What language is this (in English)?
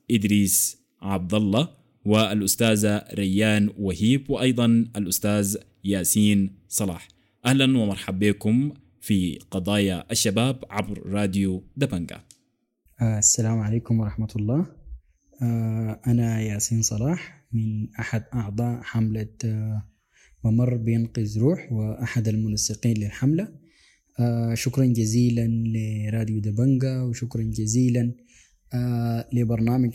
Sudanese Arabic